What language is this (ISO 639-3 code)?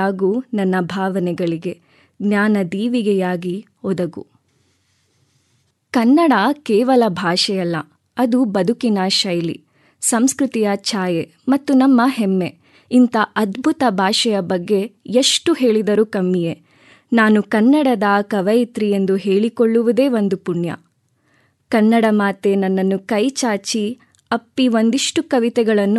kan